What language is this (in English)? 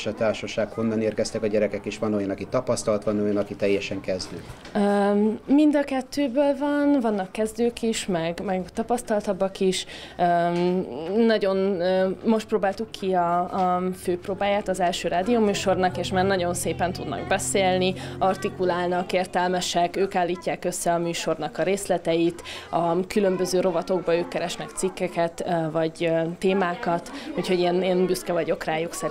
Hungarian